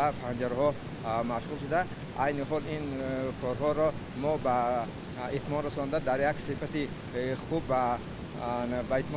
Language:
Tajik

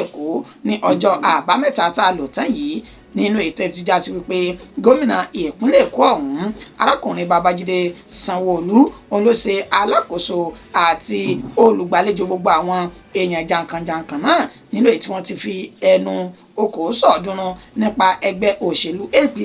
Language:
Yoruba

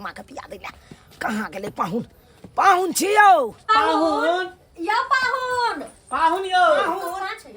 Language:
Maithili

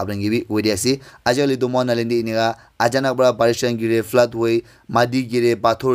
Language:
Naga Pidgin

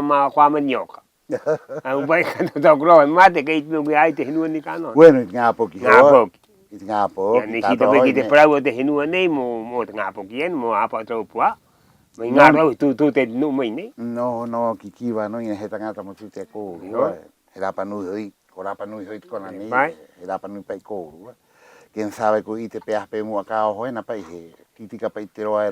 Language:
Rapanui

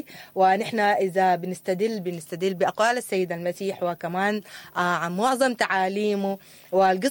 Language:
Sudanese Arabic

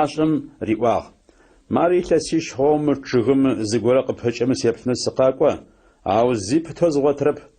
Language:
Adyghe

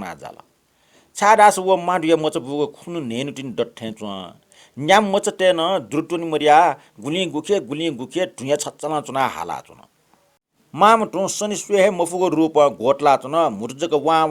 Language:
Newari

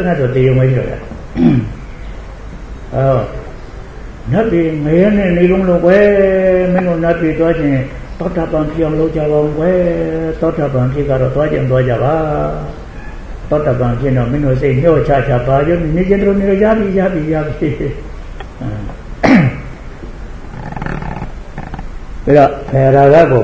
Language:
Burmese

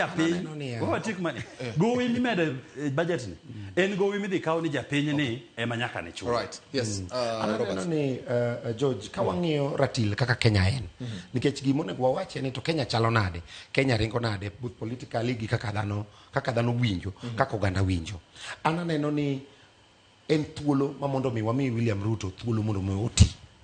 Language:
Luo (Kenya and Tanzania)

